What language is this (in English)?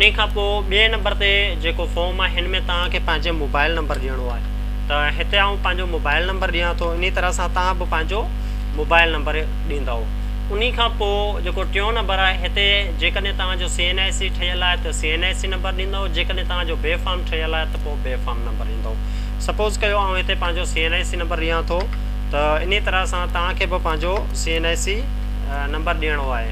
Sindhi